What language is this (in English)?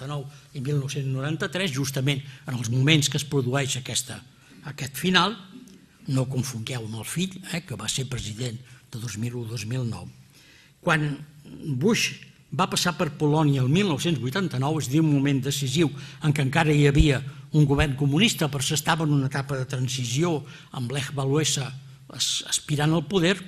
Catalan